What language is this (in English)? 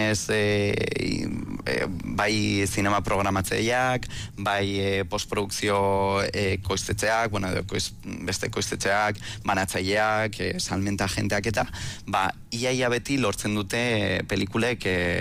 Basque